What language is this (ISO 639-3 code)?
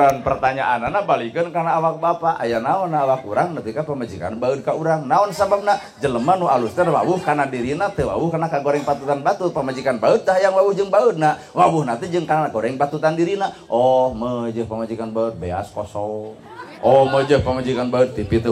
sun